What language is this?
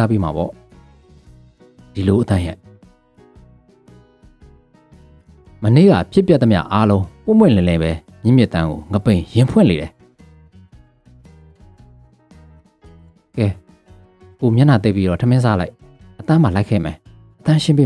Burmese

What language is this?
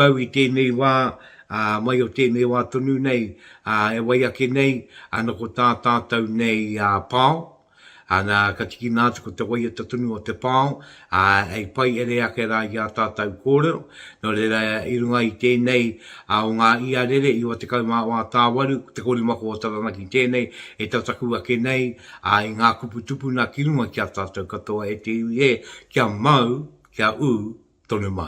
Māori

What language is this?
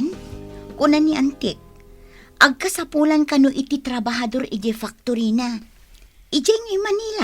Iloko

